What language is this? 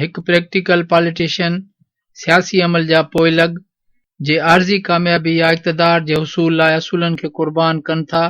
Sindhi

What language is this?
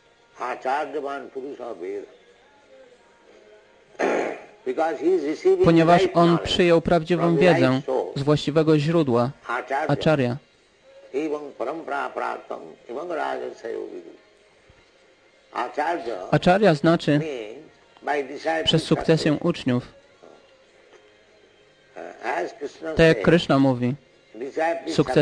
Polish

